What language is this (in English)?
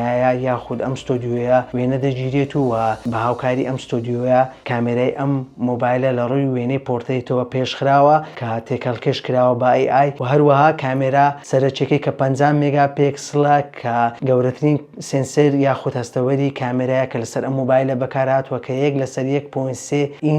Central Kurdish